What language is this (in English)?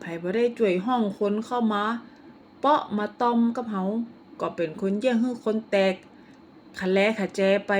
Northern Thai